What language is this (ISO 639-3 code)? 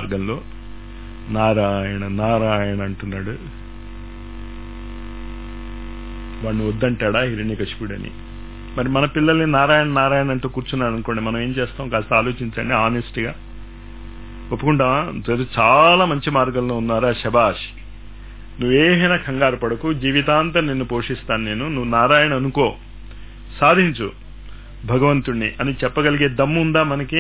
tel